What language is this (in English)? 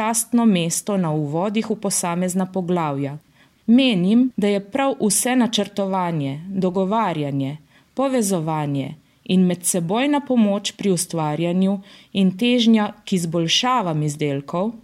Slovenian